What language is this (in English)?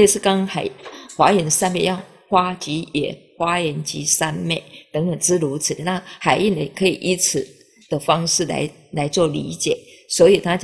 Chinese